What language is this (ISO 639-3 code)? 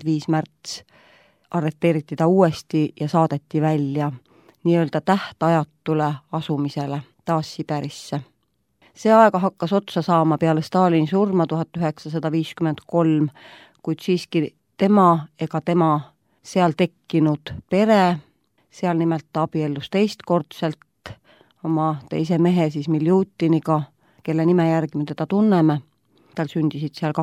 est